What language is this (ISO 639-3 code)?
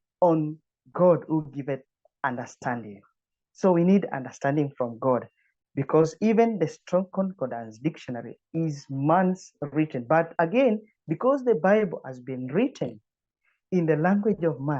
eng